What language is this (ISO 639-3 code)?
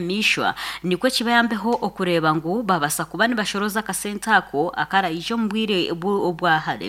nyn